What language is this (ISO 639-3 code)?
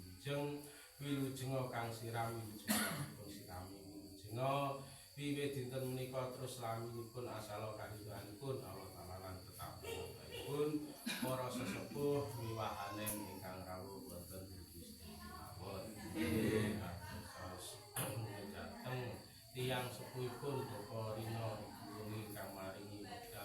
jav